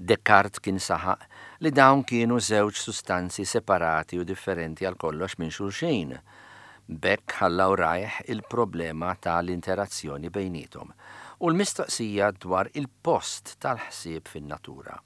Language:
Maltese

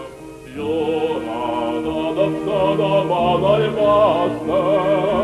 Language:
Chuvash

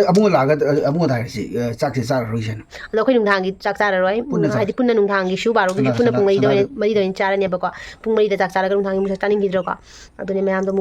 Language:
Manipuri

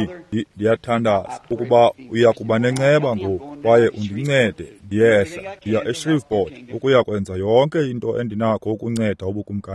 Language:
Xhosa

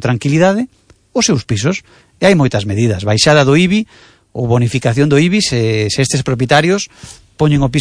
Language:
Galician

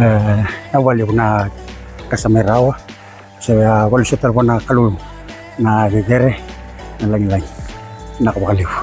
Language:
Fijian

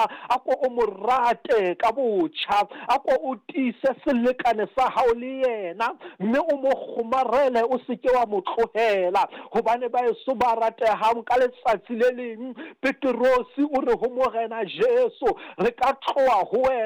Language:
Southern Sotho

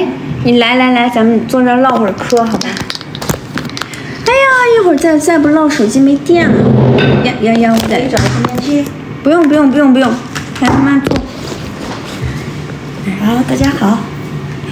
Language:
Chinese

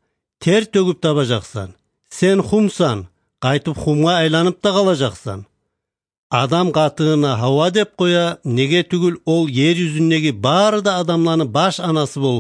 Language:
Kyrgyz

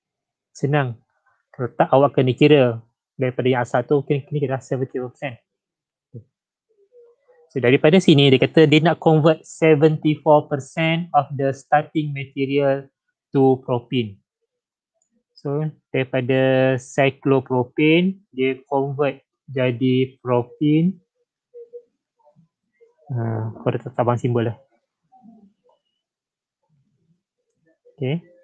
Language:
Malay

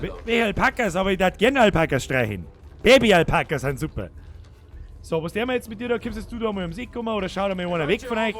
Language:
Bavarian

